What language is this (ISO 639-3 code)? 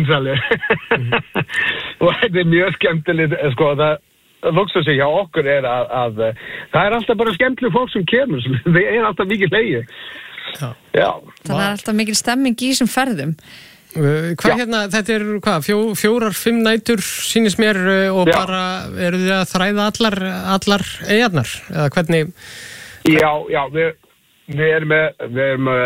isl